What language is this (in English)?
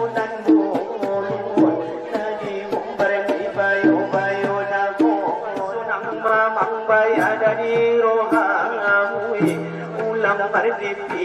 Batak Angkola